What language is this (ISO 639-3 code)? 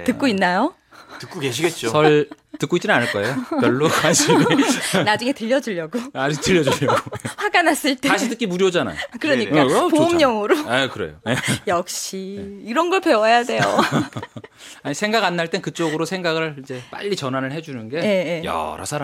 kor